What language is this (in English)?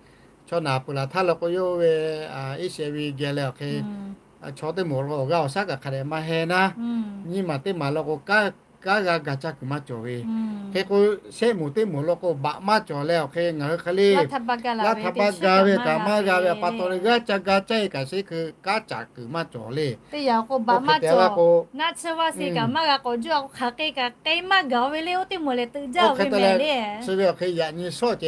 Lahu